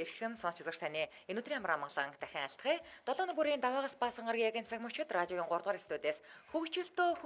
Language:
Mongolian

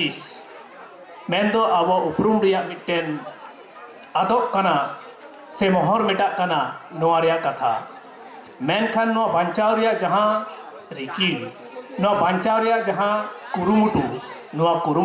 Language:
Santali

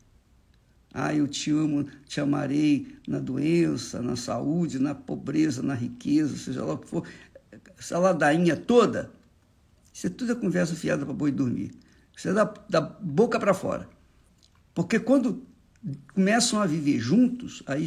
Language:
Portuguese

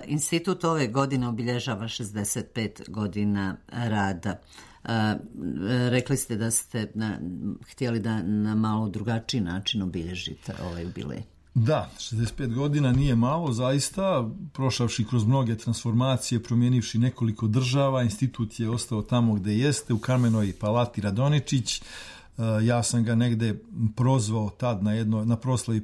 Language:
Serbian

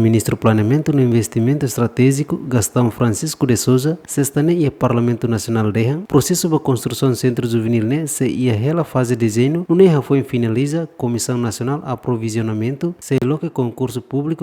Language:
Tetum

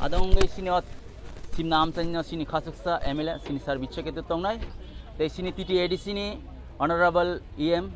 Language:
Kok Borok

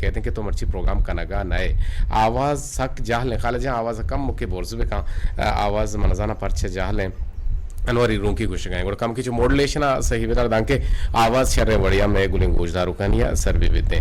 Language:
Eastern Balochi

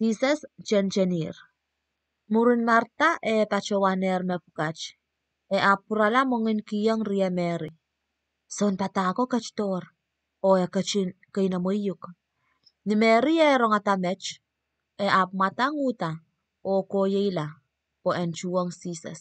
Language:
Pohnpeian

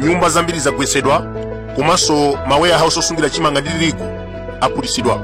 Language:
Nyanja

